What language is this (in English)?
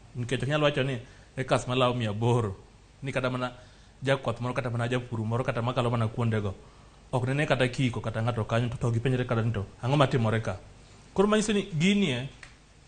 Luo (Kenya and Tanzania)